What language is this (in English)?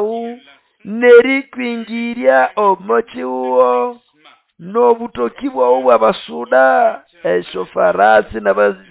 Nande